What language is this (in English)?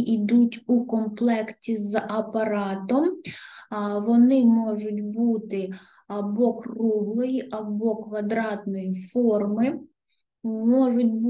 Ukrainian